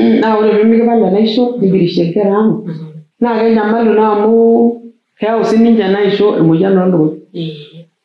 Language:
Masai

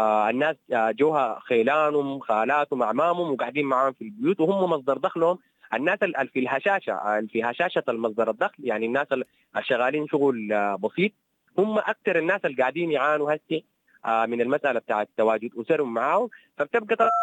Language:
Sudanese Arabic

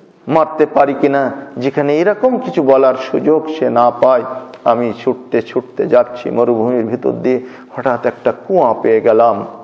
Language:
Bangla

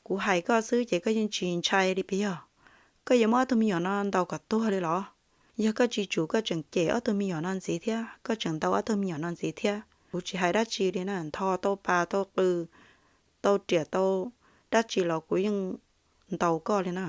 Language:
Hmong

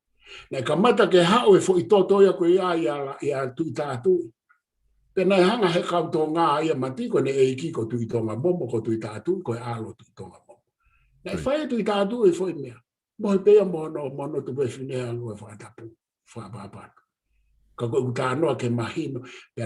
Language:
Tongan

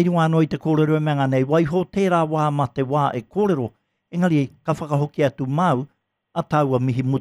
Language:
Māori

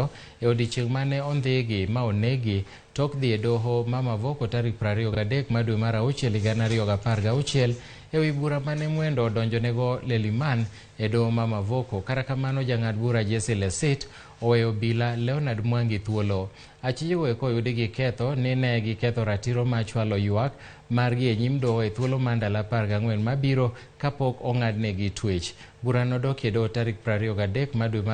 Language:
Luo (Kenya and Tanzania)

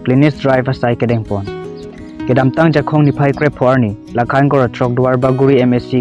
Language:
Karbi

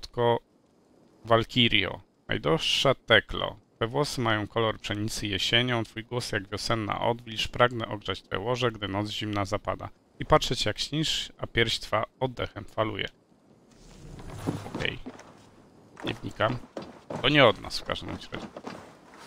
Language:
Polish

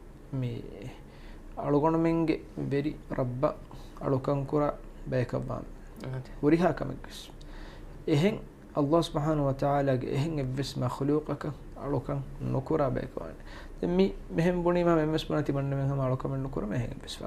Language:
Divehi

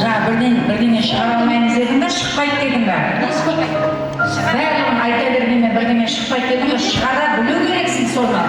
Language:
Kara-Kalpak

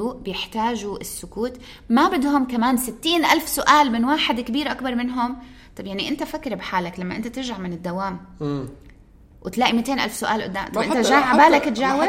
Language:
North Levantine Arabic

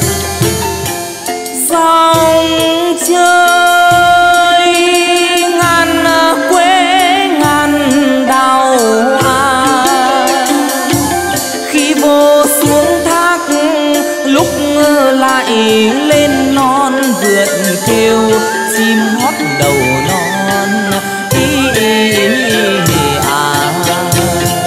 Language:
Vietnamese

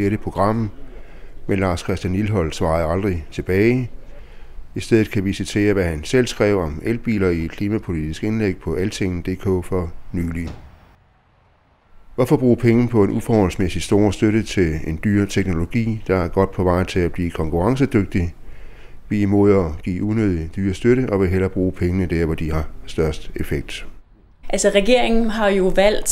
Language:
Danish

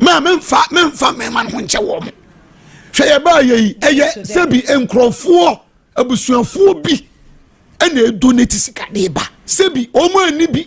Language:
Akan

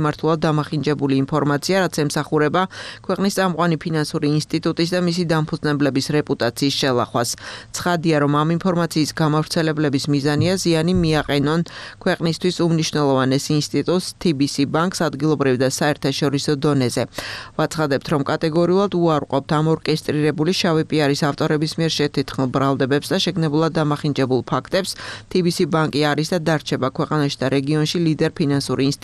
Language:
Georgian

